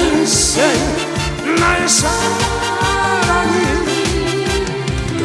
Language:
Korean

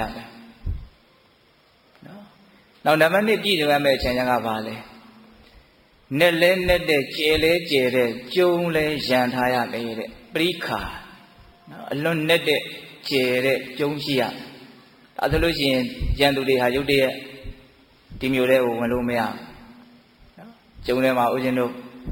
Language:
Burmese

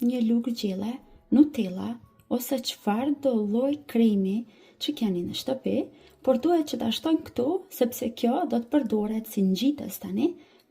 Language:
Albanian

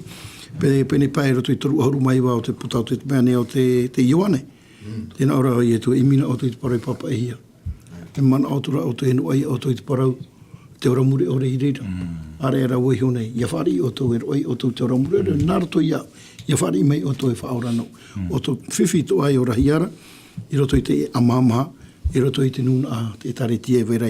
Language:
Tahitian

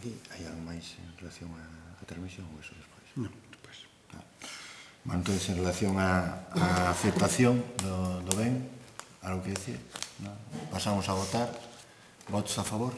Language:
Galician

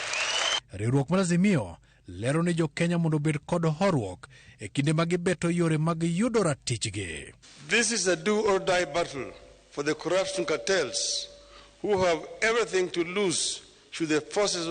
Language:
Luo (Kenya and Tanzania)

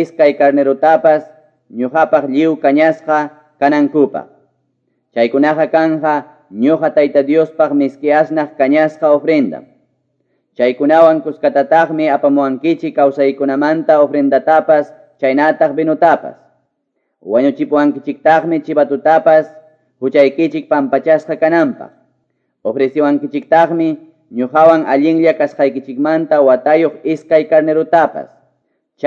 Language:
Quechua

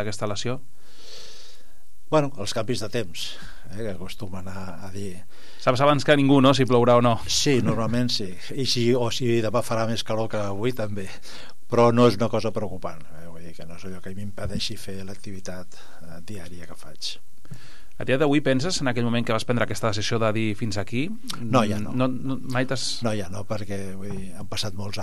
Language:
Catalan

